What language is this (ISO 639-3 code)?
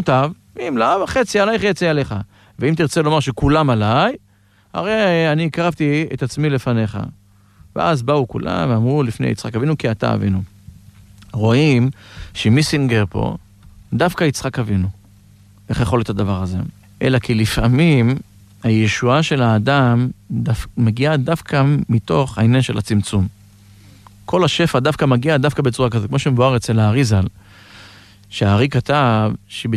heb